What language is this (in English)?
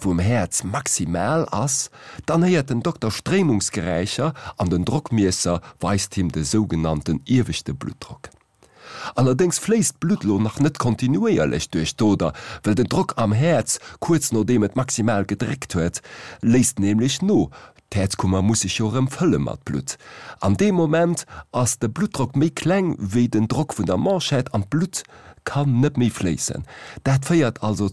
Luxembourgish